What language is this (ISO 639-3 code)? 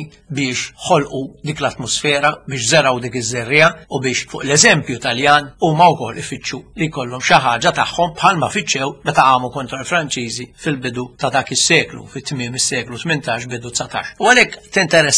mlt